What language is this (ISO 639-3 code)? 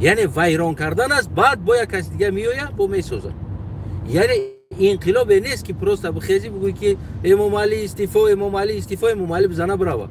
tgk